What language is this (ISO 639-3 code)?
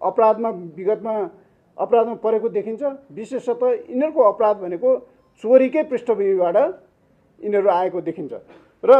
nep